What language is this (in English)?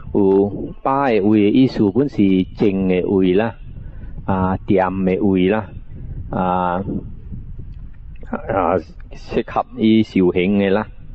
Min Nan Chinese